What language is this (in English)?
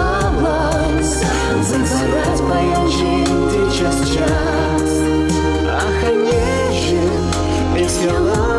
Chuvash